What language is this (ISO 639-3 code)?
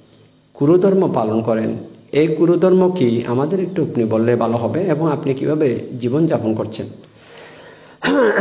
ben